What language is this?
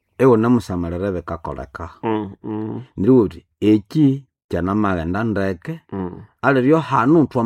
Nande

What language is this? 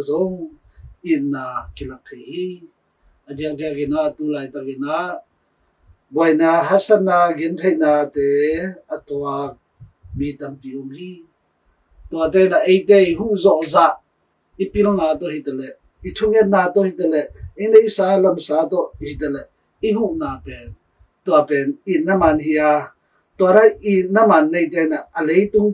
Tedim Chin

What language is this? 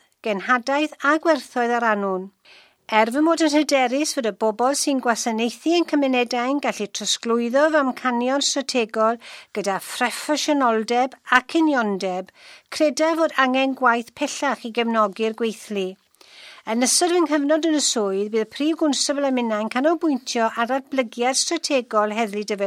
Welsh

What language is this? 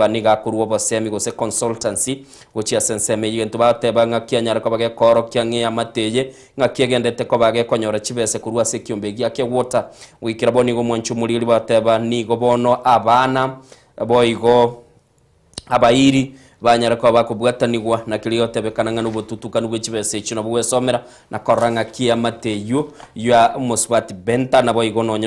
Gusii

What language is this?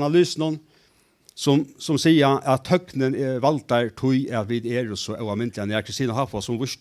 Faroese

